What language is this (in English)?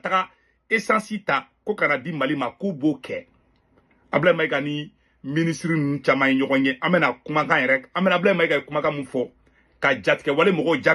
Bambara